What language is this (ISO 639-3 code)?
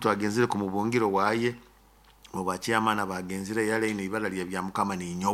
nyo